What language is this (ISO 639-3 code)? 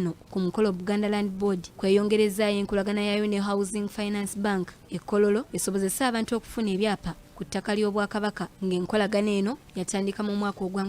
lug